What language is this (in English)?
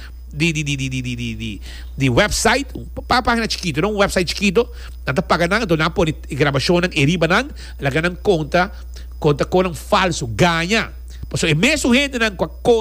Papiamento